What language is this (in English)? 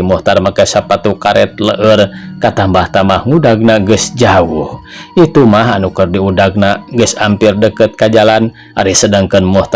Sundanese